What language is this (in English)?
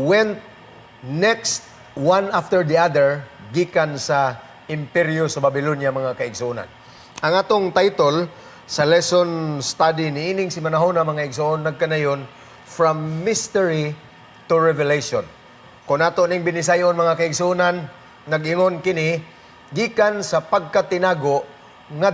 Cebuano